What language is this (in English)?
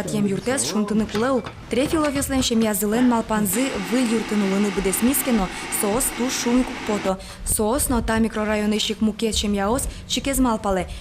Udmurt